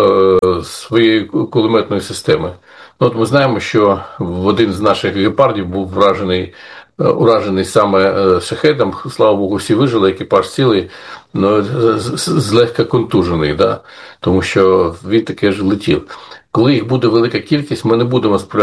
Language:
Ukrainian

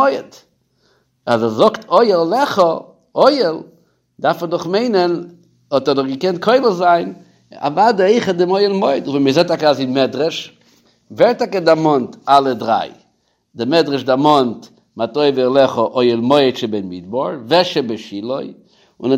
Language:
Yiddish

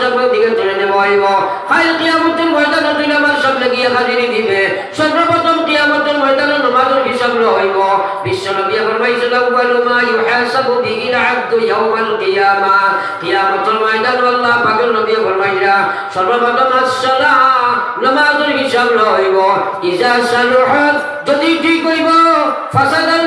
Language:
Sylheti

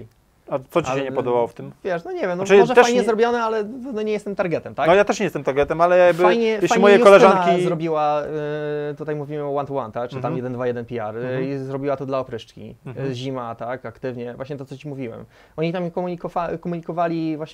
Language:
Polish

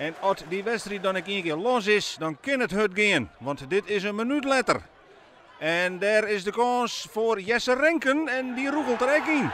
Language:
Western Frisian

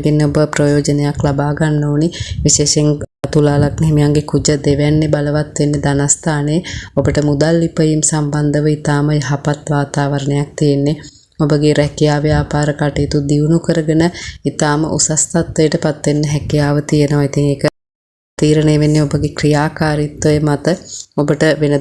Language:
Sinhala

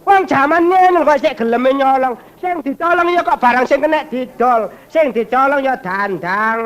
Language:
Javanese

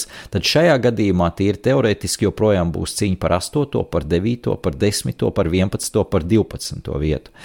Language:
Latvian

